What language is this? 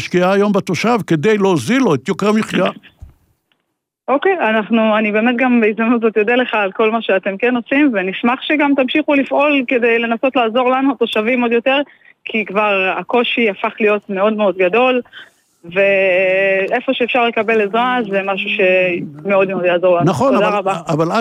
Hebrew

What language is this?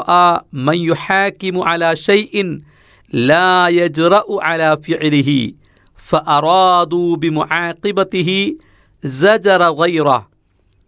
Malayalam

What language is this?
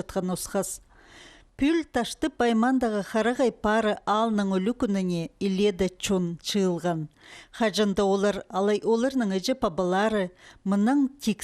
Khakas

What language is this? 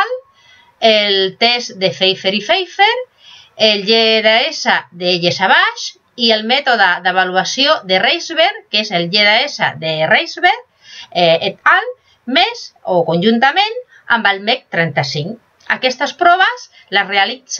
Catalan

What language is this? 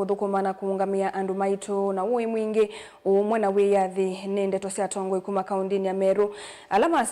Kamba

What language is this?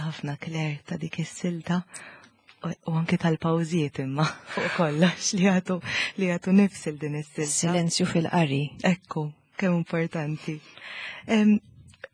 Maltese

